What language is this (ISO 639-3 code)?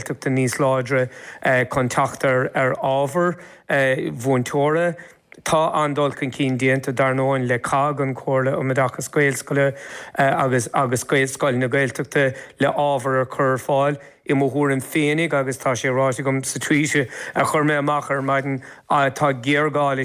gle